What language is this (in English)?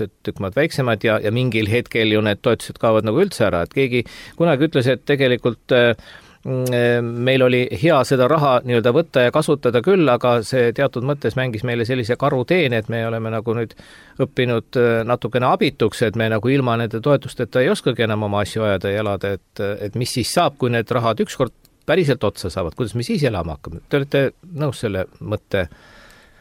Estonian